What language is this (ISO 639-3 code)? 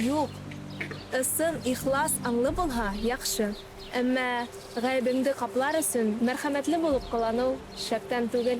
bak